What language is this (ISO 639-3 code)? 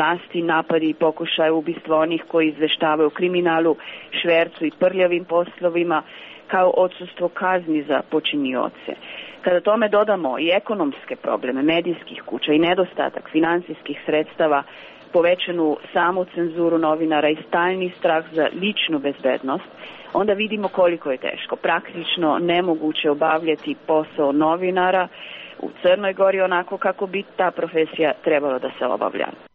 srp